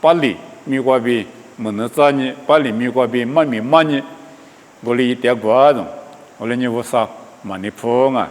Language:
Lisu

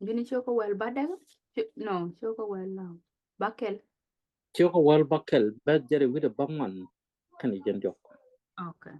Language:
Nuer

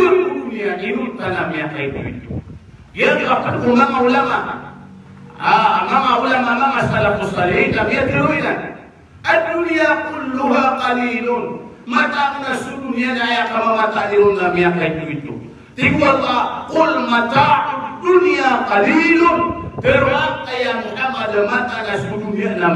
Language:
Maranao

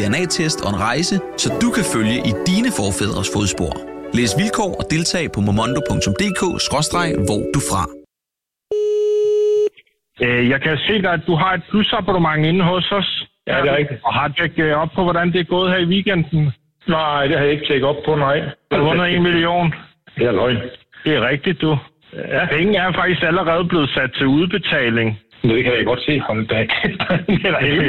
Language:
Danish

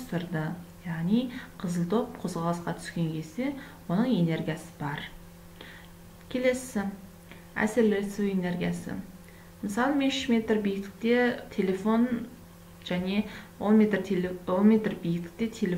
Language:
Kazakh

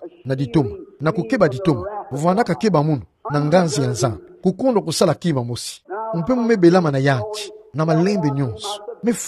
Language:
Kituba (Democratic Republic of Congo)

